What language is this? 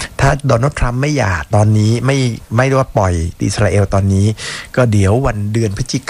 Thai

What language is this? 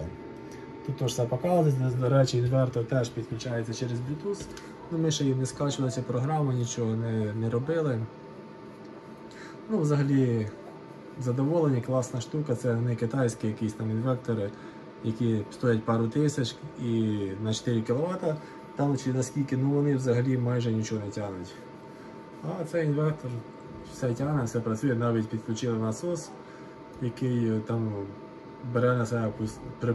Ukrainian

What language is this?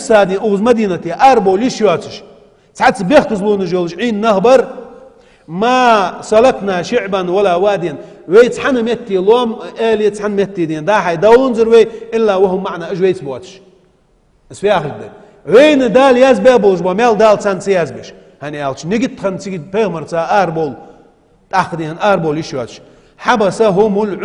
Ingush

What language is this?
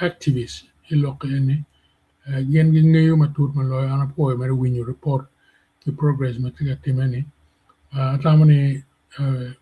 Acoli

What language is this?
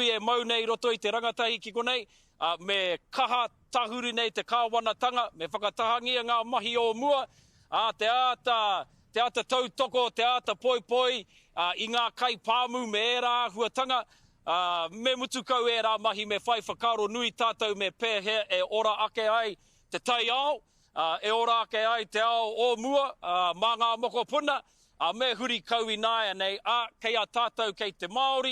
Māori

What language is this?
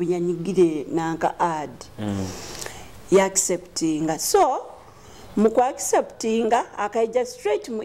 Nyoro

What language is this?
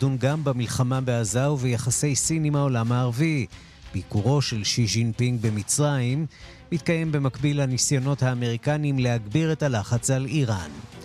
Hebrew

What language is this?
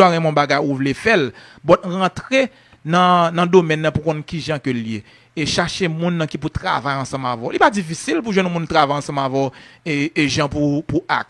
Haitian Creole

